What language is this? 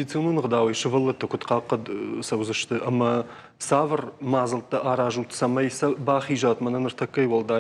Ossetic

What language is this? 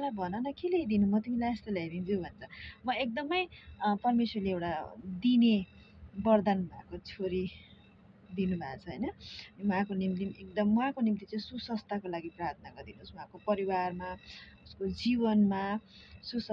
Nepali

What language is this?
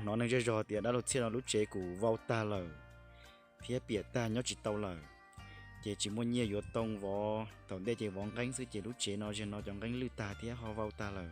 Hmong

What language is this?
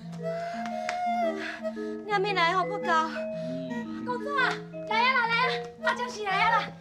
Min Nan Chinese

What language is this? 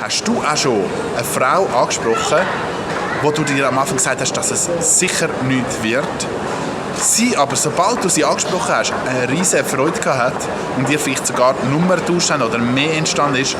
Swiss German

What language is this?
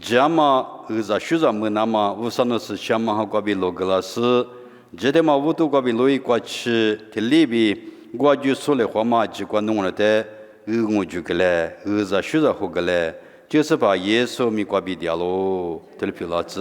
Lisu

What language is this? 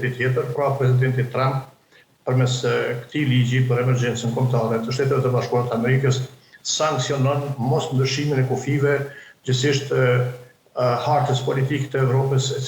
Albanian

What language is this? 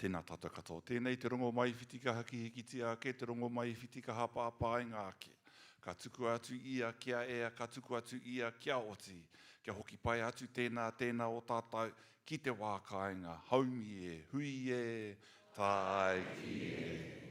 Māori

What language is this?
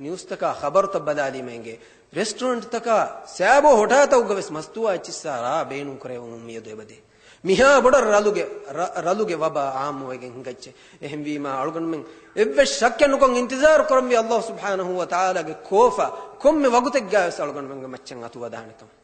Divehi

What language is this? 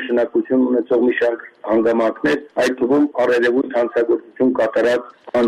Armenian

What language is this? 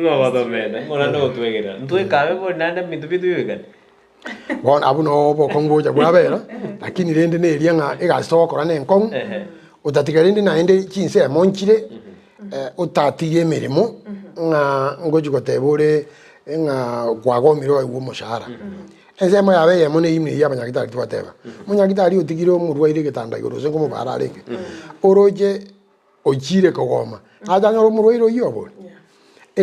Gusii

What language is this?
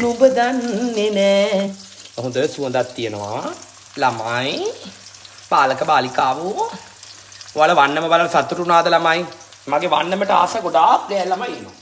Sinhala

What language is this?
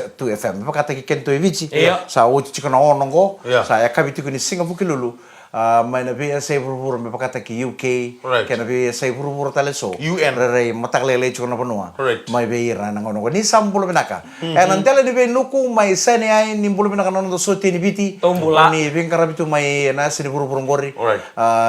Fijian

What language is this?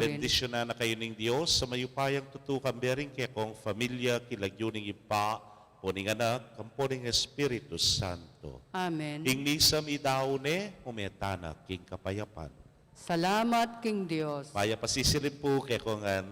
Pampanga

